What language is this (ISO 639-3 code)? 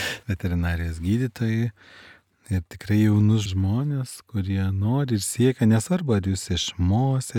lit